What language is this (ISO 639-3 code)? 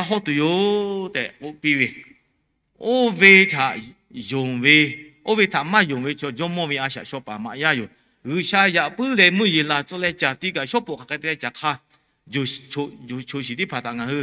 lhu